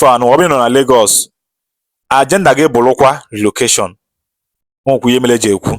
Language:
Igbo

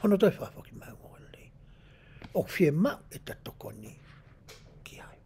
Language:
Tongan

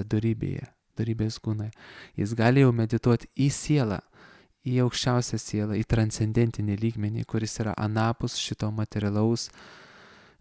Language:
Lithuanian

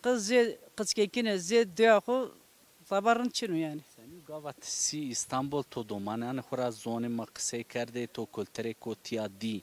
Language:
Zaza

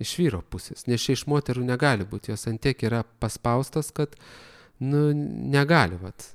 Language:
Lithuanian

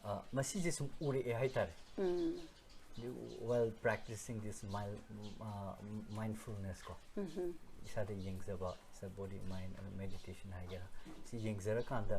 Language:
Manipuri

